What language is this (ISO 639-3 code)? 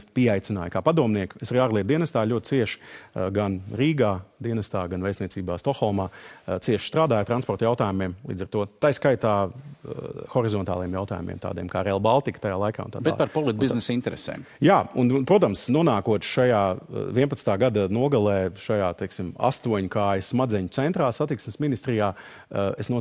lav